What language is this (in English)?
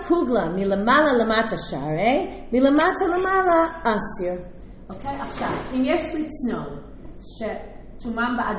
Hebrew